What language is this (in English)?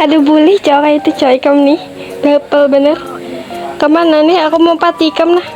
Banjar